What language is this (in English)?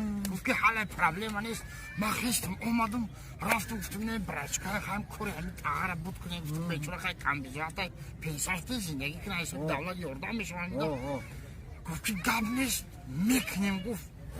Tajik